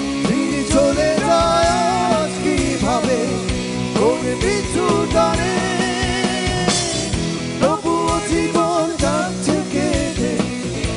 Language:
Bangla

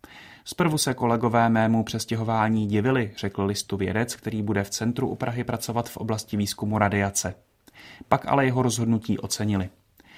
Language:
Czech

